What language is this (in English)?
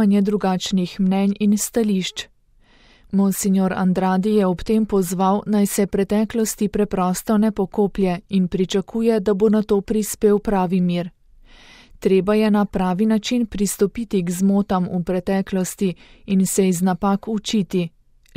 Slovenian